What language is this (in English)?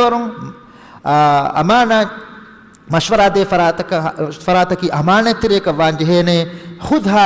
Divehi